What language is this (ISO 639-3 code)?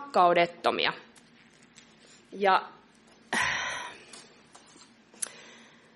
fin